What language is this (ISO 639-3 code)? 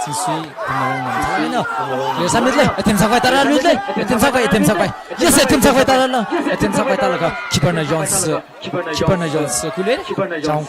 nmf